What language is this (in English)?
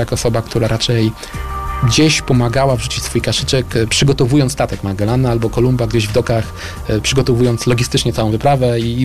Polish